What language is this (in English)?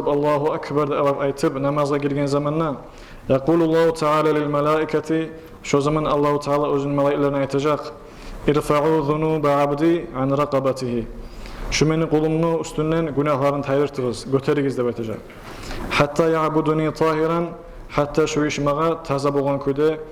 Kumyk